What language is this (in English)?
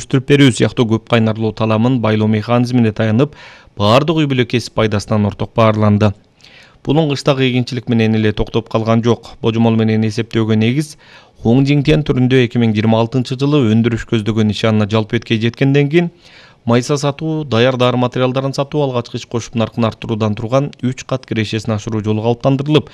Kyrgyz